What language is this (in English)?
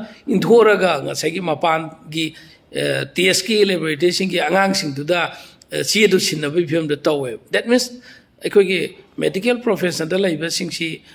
Manipuri